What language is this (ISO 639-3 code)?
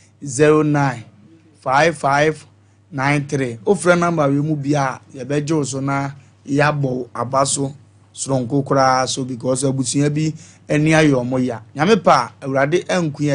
aka